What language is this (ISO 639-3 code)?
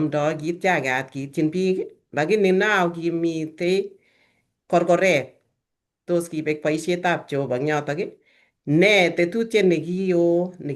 kln